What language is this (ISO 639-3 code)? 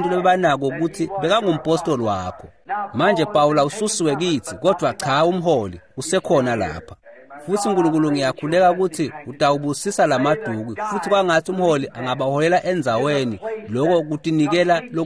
ssw